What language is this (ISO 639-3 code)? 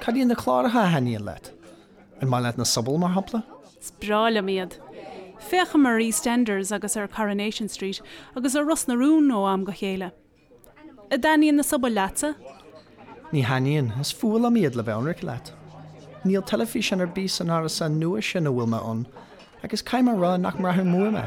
gle